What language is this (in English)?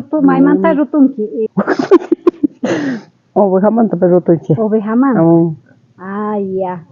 South Bolivian Quechua